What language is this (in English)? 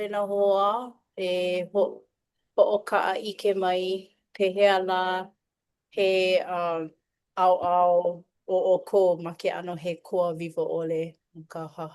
Hawaiian